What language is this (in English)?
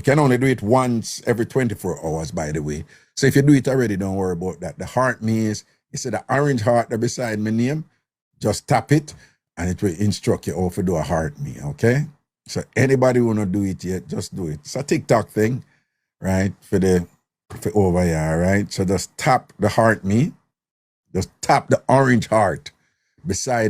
Jamaican Creole English